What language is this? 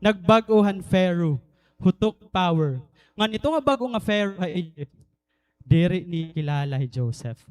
Waray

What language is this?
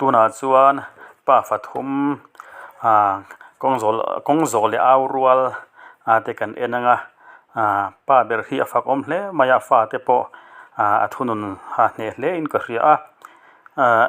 Mizo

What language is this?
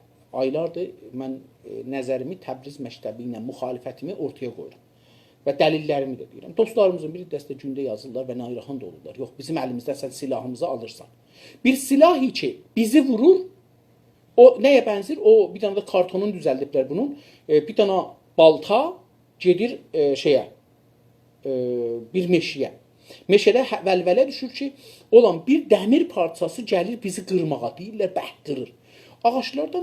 South Azerbaijani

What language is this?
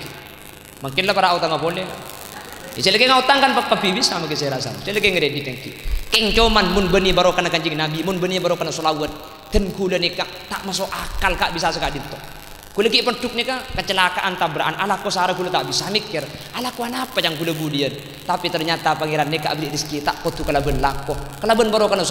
Madurese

